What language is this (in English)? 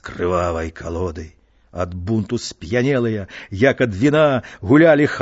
Belarusian